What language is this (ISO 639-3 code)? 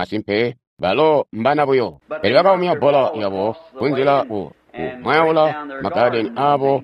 toi